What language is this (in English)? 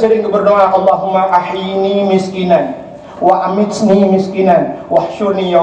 Achinese